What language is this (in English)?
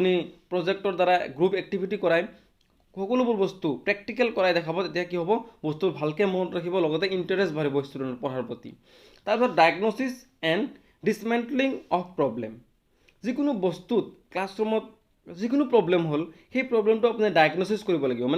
Assamese